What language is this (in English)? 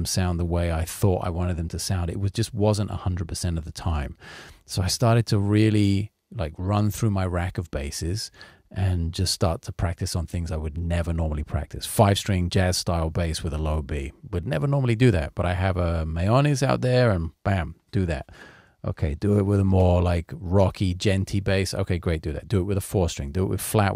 English